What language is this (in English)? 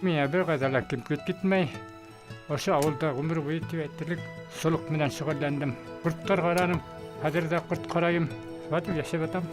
Bashkir